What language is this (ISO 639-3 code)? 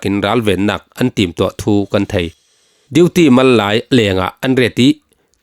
cfm